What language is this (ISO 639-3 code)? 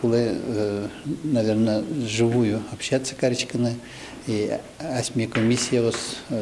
udm